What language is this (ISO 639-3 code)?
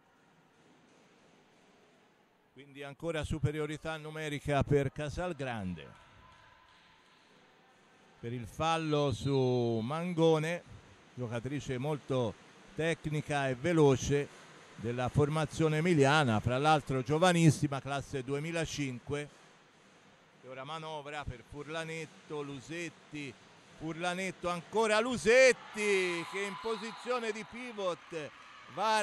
ita